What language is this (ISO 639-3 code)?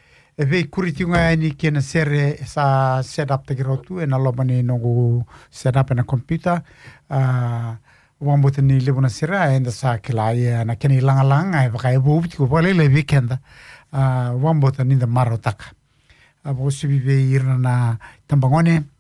fij